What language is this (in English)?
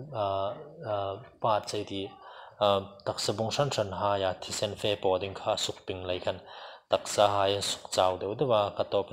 Hmar